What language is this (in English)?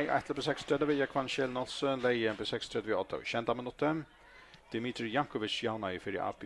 Faroese